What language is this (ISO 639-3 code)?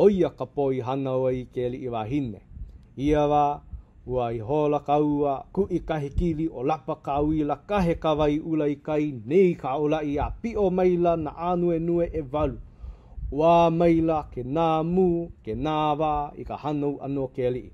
haw